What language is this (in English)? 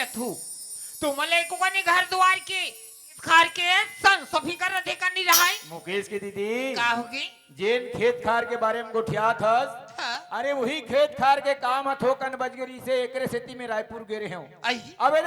Chhattisgarhi